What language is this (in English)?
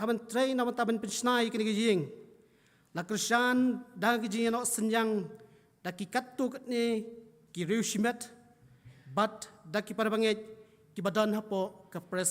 Khasi